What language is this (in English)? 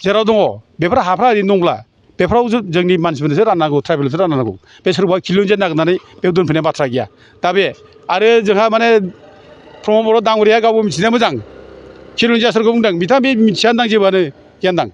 Bodo